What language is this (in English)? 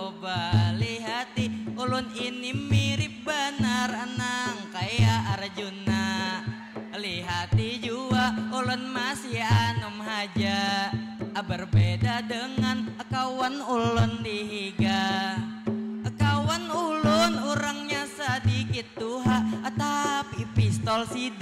Banjar